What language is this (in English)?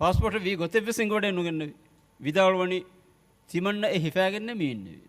Divehi